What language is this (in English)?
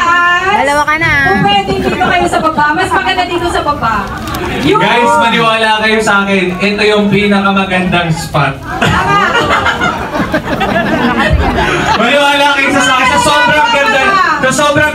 Filipino